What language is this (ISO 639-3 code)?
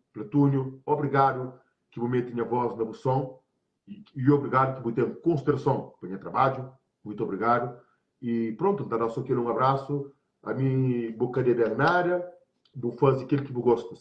kea